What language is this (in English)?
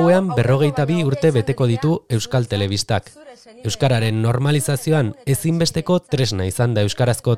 Basque